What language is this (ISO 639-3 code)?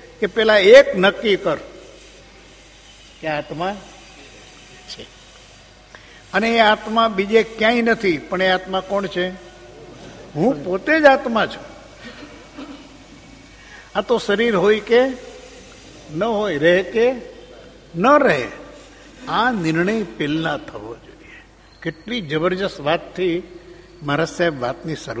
guj